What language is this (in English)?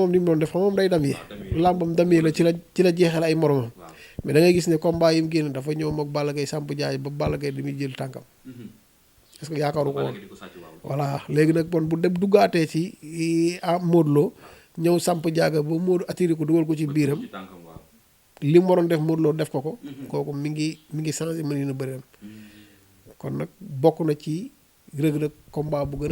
Wolof